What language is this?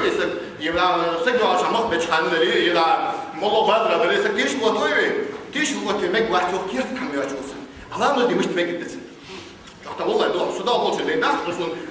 Ingush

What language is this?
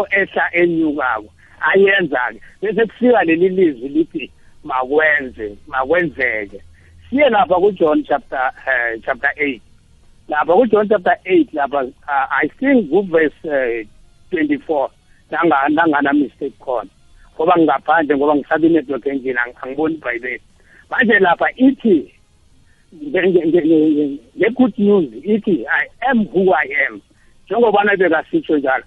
South Ndebele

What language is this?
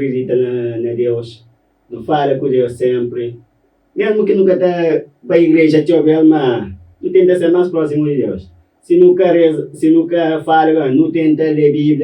Kabuverdianu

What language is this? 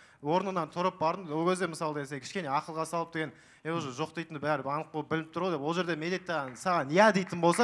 Kazakh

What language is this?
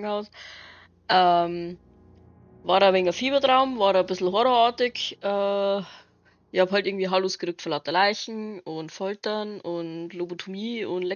Bavarian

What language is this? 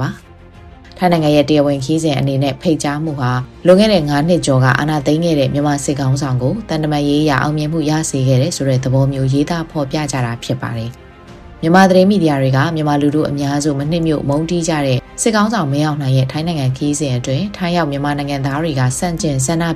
Burmese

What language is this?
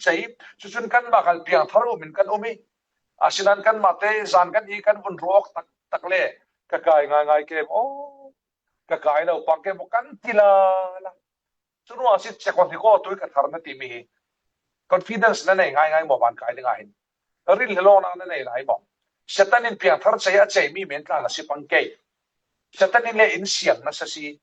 Falam Chin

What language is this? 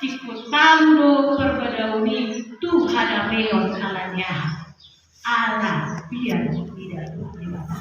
Batak Toba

